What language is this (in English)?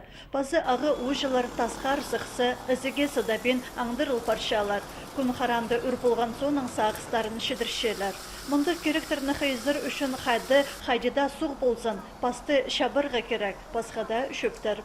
Khakas